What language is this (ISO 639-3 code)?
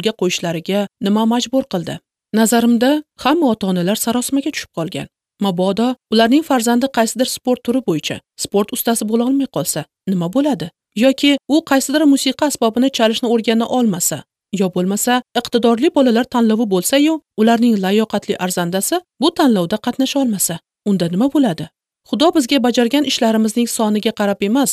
uzb